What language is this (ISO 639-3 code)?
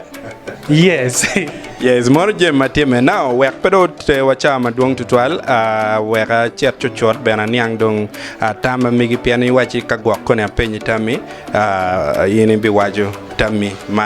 ach